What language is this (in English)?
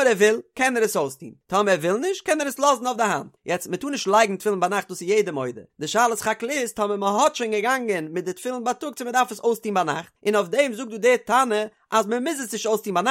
Yiddish